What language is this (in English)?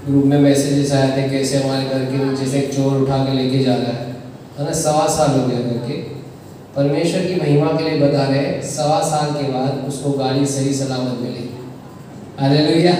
Hindi